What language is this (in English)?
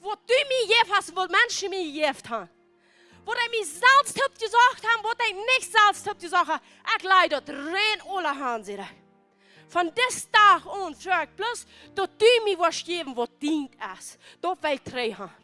Plautdietsch